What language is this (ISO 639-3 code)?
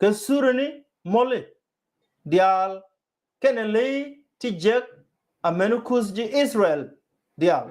nus